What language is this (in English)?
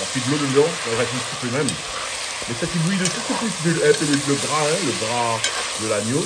Réunion Creole French